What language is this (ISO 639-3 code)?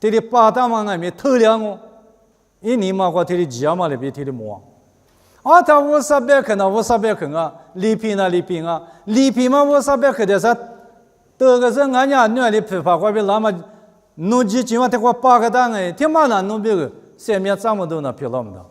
lis